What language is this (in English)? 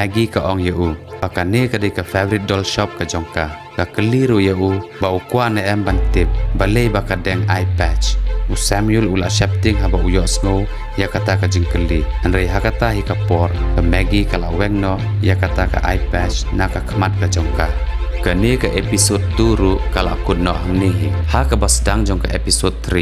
Khasi